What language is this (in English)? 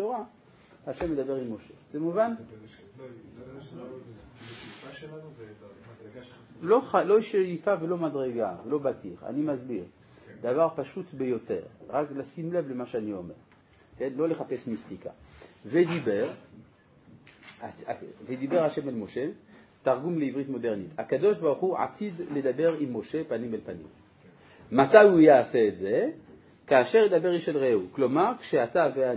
Hebrew